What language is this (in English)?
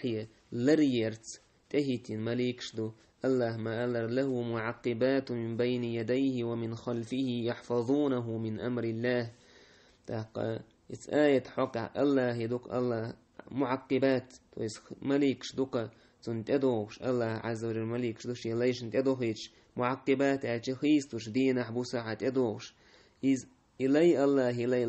Chechen